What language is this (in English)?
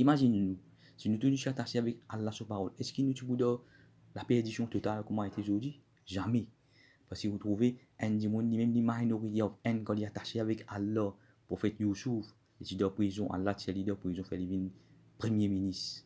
Morisyen